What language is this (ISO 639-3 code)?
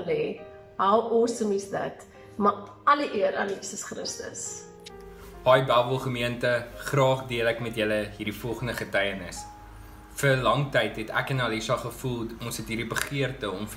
afr